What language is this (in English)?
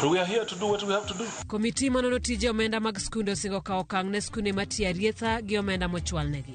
Luo (Kenya and Tanzania)